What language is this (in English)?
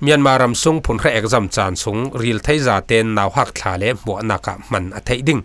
Falam Chin